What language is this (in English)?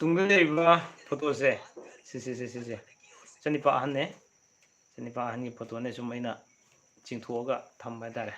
Manipuri